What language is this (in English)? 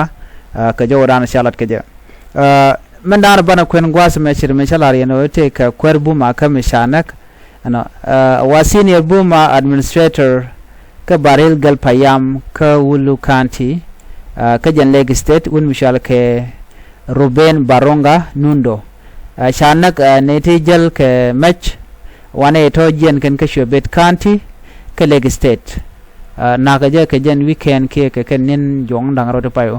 Nuer